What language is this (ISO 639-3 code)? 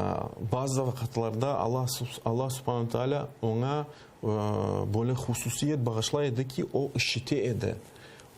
crh